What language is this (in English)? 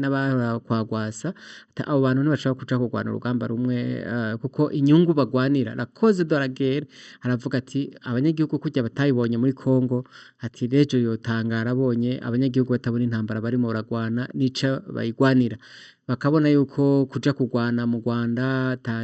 Rundi